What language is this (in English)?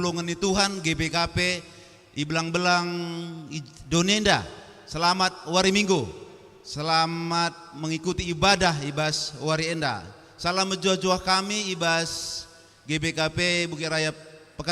Batak Karo